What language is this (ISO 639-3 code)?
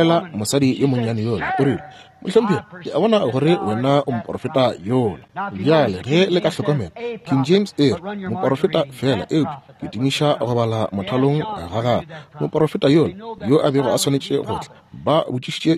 nso